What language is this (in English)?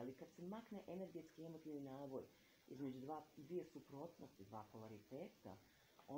Croatian